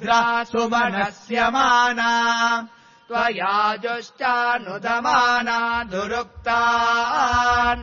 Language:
Sanskrit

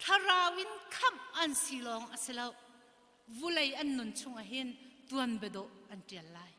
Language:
Hakha Chin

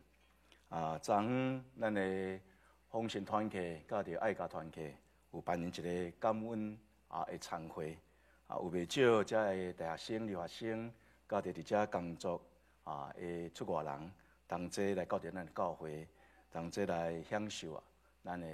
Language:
Min Nan Chinese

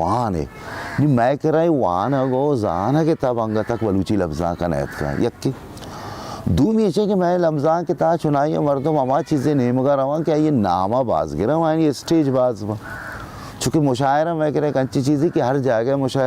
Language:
Baluchi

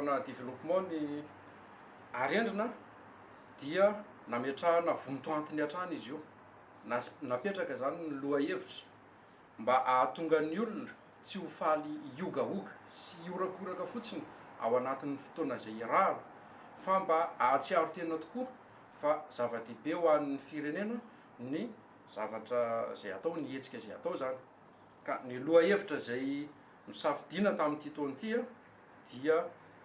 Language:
Malagasy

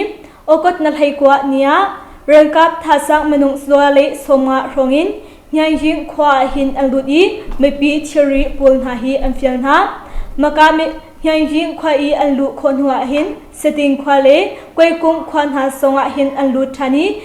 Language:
Hakha Chin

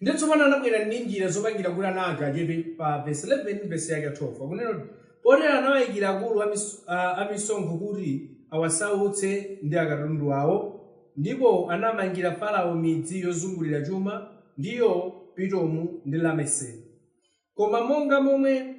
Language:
Nyanja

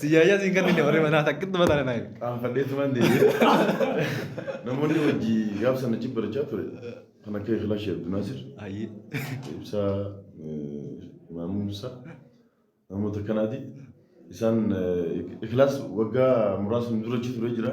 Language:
Oromo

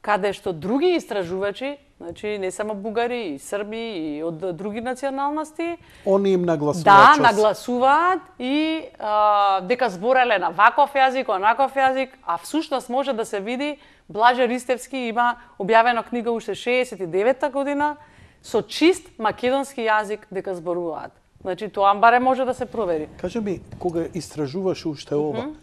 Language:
Macedonian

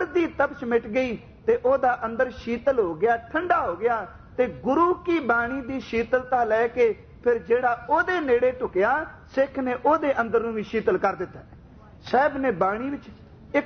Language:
Punjabi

